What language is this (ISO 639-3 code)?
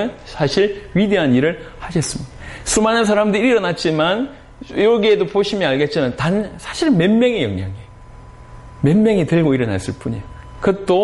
kor